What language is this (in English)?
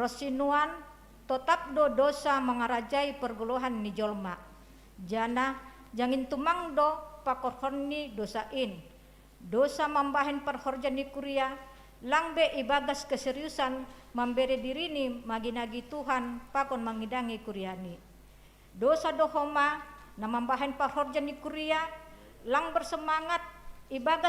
Batak Simalungun